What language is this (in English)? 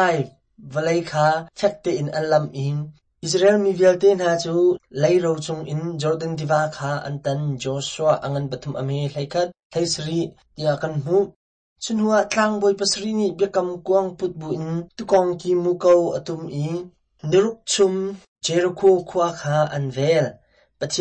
Hakha Chin